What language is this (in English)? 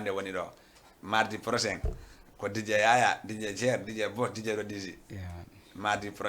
Fula